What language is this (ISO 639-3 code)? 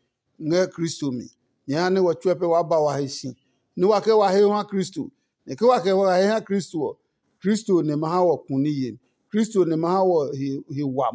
ada